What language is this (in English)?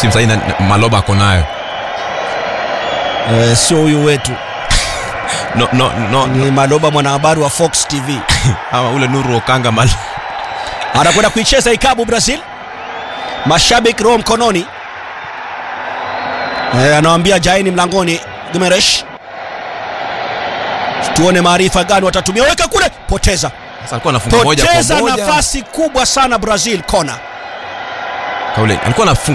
Swahili